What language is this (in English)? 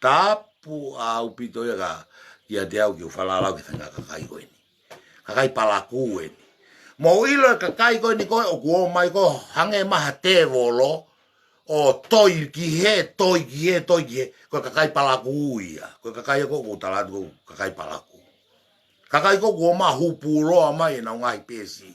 Tongan